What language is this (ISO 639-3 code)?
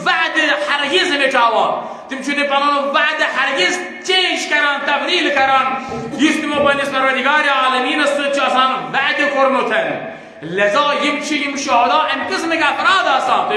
kas